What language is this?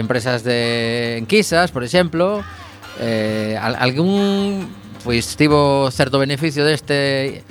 Galician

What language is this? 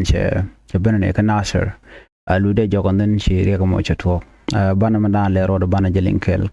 Nuer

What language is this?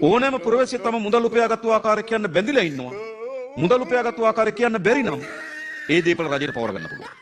Sinhala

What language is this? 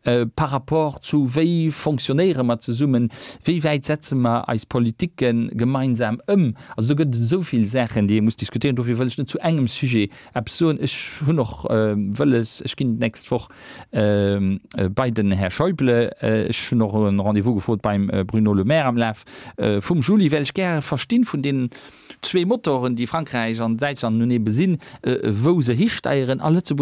Luxembourgish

